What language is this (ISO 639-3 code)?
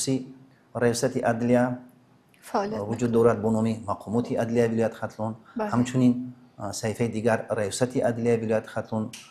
tgk